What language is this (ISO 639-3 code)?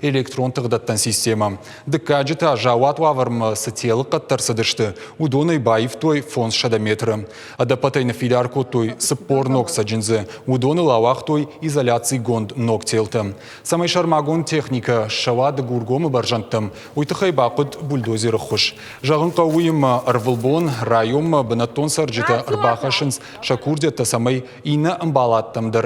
oss